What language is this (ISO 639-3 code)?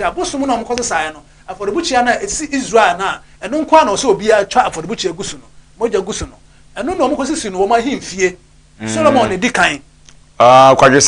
aka